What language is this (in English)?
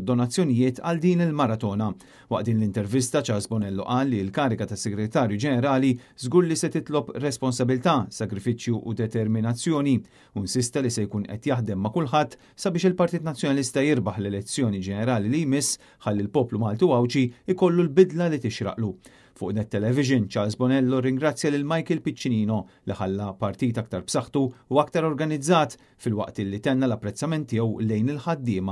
Maltese